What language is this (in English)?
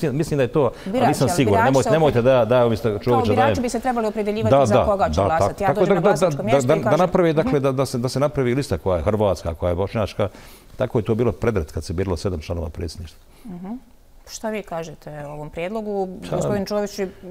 Bosnian